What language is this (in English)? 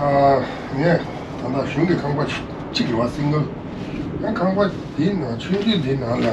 Tibetan